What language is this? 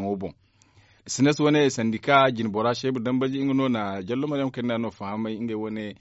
Zarma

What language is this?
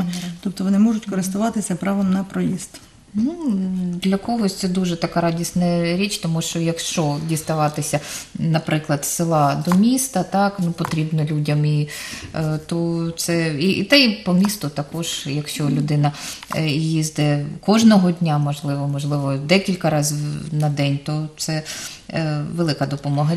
Ukrainian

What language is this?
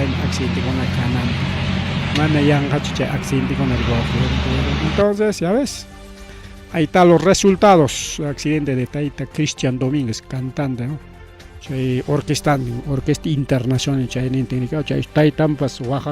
Ayacucho Quechua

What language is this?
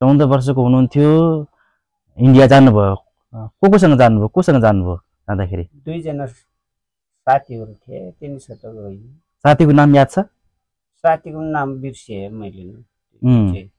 Nepali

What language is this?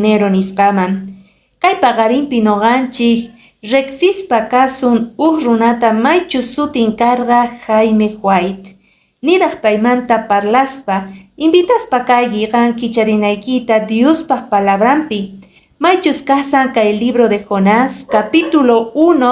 Quechua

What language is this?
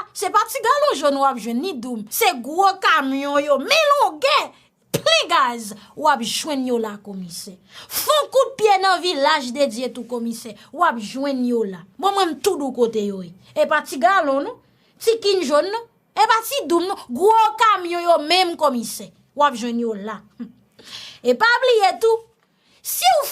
Haitian Creole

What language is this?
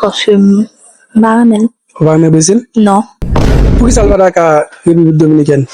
Haitian Creole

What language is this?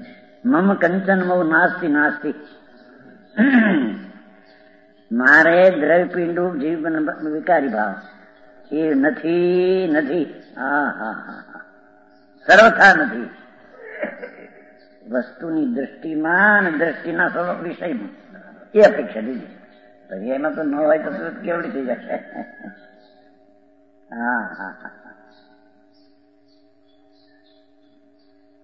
Gujarati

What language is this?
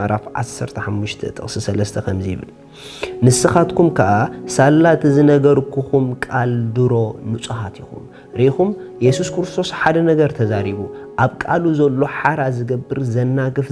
Tigrinya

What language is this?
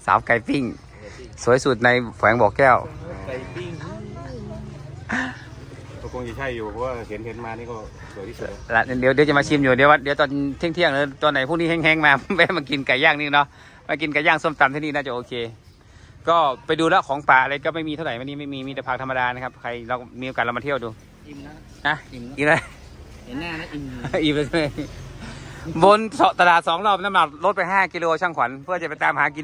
Thai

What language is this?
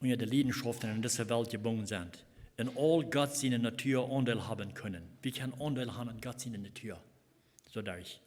Plautdietsch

